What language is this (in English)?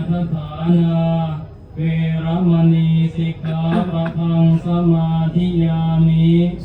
Pali